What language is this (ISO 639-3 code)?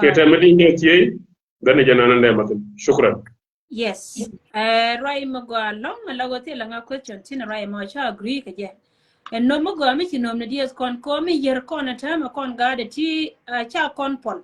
nus